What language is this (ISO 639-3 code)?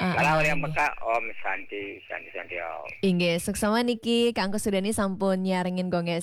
ban